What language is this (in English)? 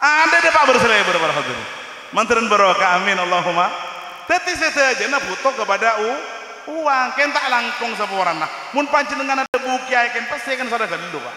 Madurese